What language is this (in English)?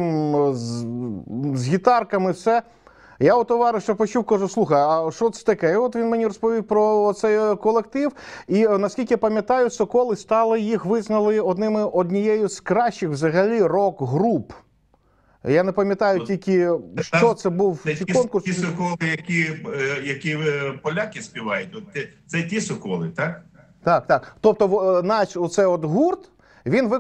Ukrainian